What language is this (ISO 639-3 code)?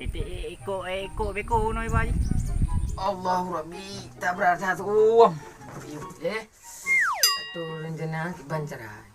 ace